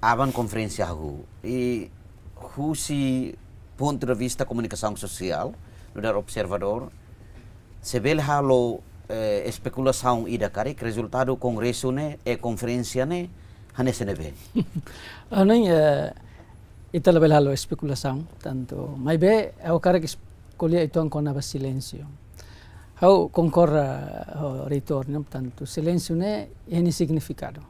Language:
Tetum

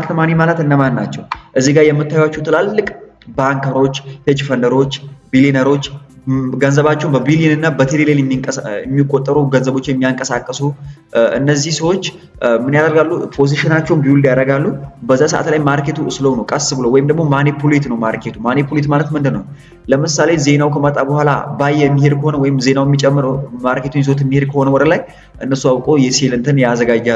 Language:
Amharic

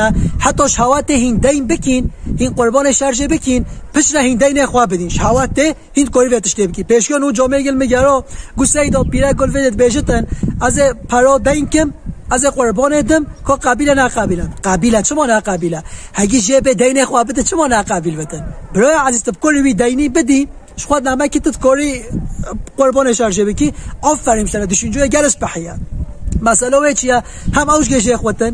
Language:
Kurdish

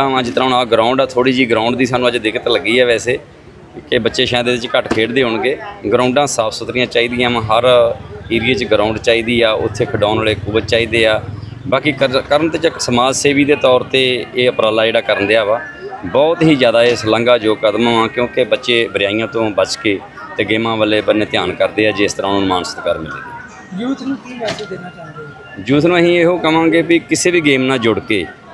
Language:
Punjabi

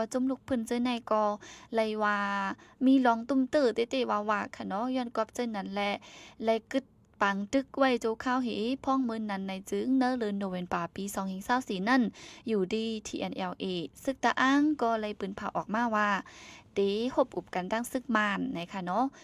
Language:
Shan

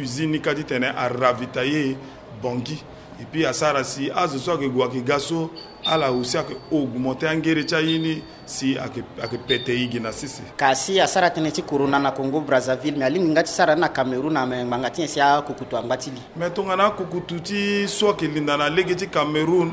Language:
Sango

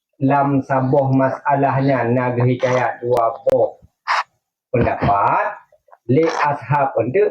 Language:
Achinese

